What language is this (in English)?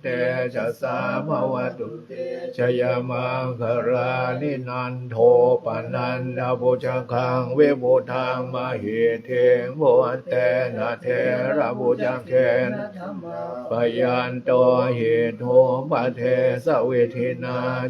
Pali